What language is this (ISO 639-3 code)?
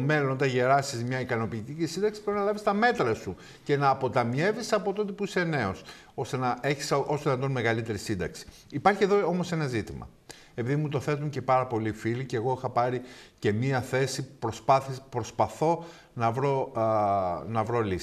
ell